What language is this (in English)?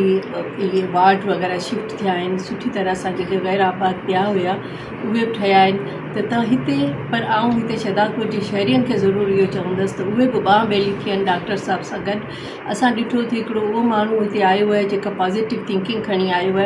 Sindhi